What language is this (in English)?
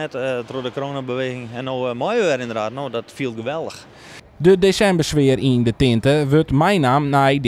Western Frisian